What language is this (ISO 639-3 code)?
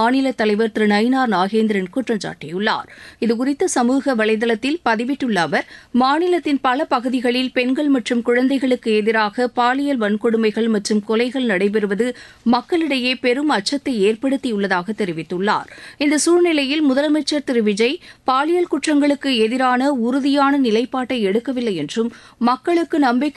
tam